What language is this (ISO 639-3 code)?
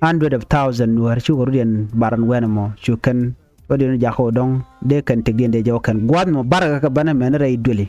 nus